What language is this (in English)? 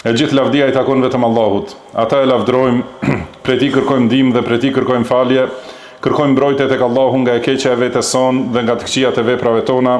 Albanian